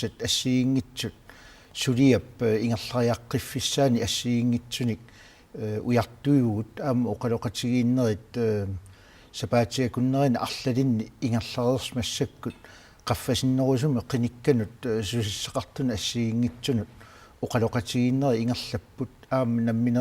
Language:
Kalaallisut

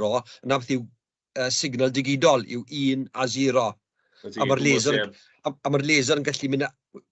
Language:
Welsh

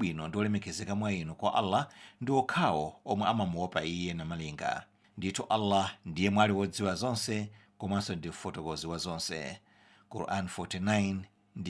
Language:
Nyanja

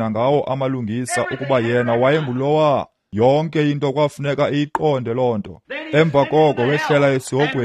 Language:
Xhosa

